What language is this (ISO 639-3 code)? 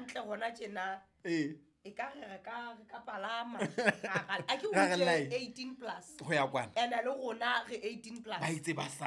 sot